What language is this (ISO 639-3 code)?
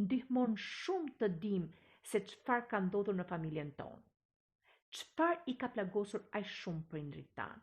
sqi